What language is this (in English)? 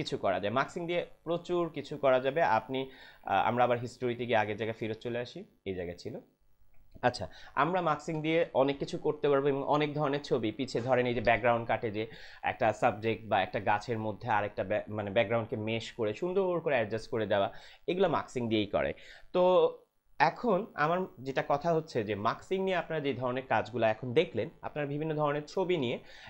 Bangla